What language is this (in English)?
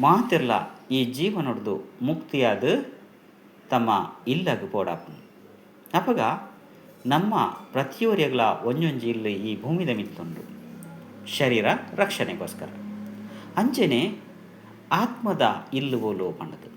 Tulu